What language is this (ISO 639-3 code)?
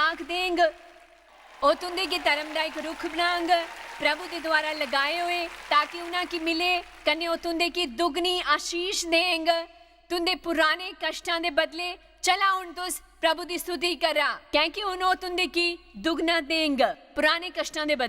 doi